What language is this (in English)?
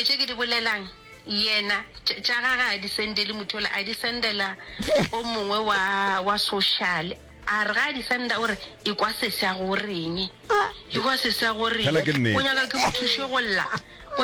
Northern Sotho